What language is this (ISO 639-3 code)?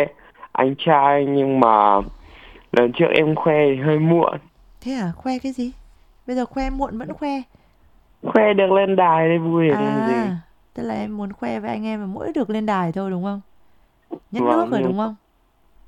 vie